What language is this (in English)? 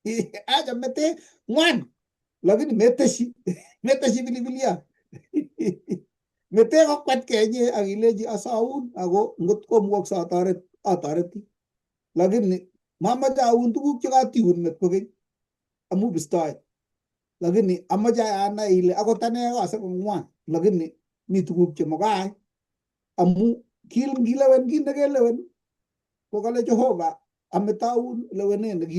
Kalenjin